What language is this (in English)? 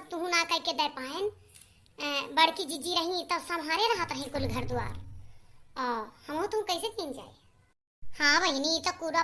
Awadhi